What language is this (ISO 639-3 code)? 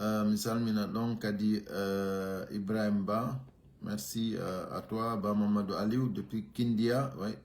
fuf